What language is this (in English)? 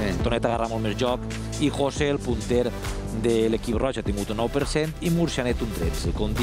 Catalan